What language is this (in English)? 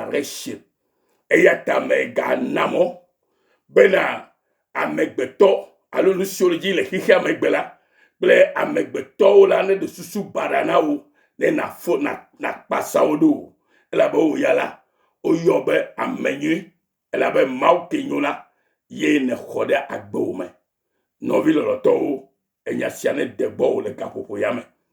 Ewe